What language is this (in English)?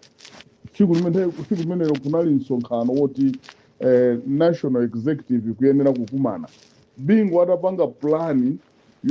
Nyanja